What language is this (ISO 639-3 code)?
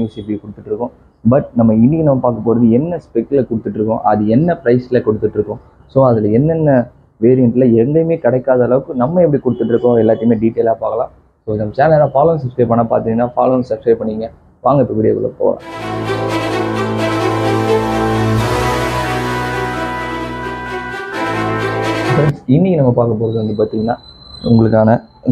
tam